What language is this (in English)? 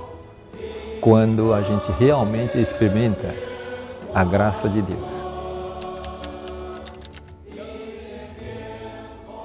Portuguese